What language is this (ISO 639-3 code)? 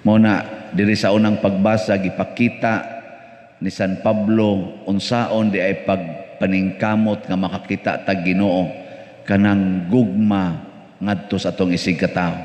ceb